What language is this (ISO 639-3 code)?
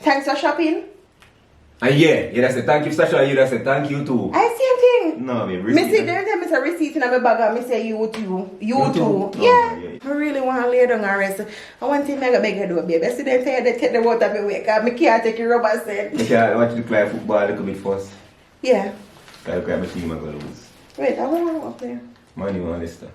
jam